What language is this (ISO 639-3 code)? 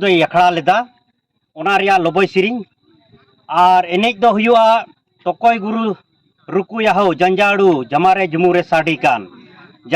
sat